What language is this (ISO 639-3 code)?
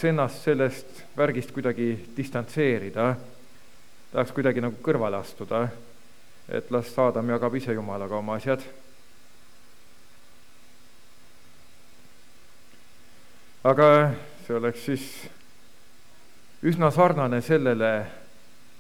est